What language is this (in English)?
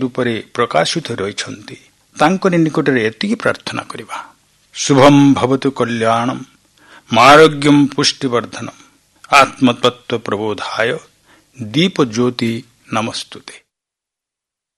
Odia